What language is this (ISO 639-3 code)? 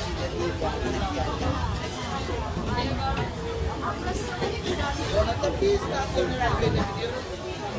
tur